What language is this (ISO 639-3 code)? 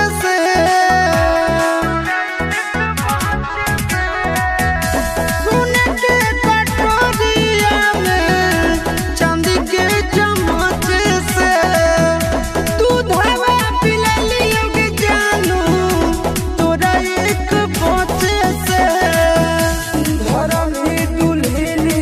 bho